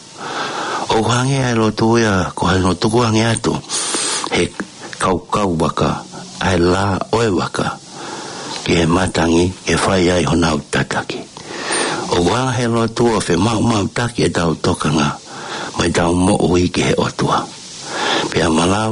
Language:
Tongan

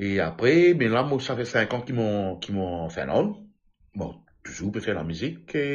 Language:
Morisyen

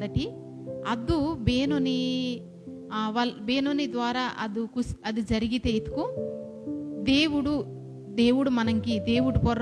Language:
Koya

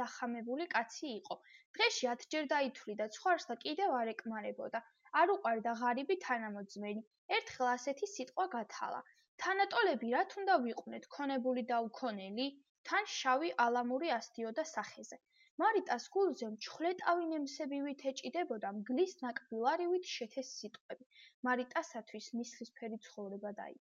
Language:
Georgian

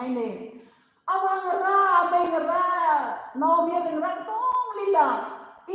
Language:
Tangkhul Naga (India)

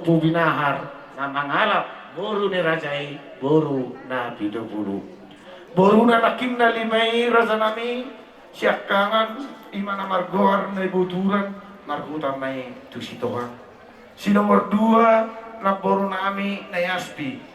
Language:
Batak Toba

